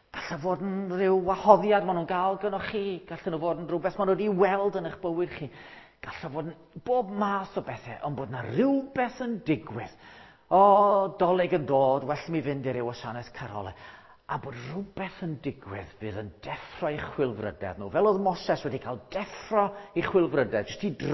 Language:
Welsh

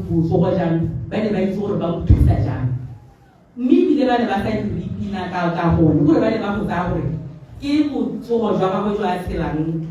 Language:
Tswana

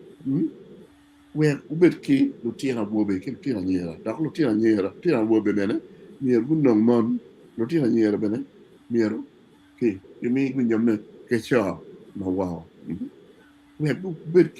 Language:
Acoli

